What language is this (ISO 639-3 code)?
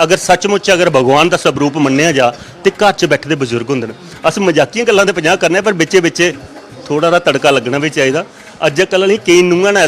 doi